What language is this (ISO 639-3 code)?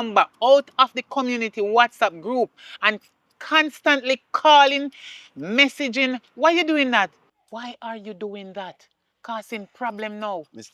jam